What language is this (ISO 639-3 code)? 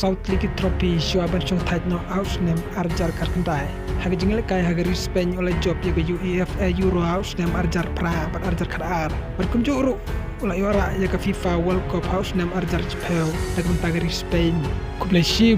kha